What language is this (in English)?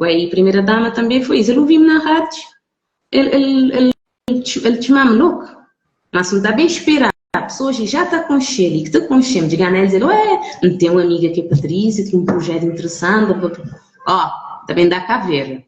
Kabuverdianu